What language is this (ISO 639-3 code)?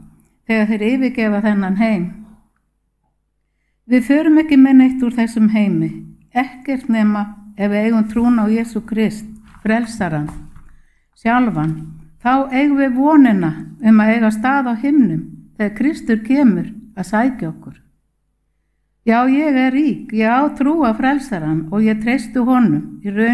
isl